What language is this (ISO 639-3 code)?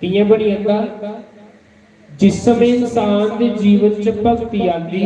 doi